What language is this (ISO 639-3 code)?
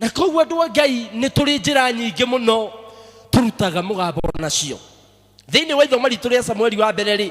kik